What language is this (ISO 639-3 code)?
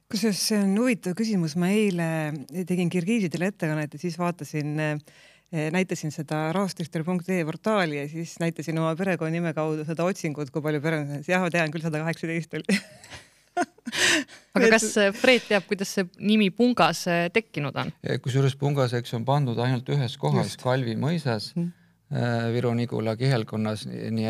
est